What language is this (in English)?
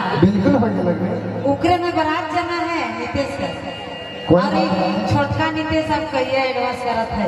Sadri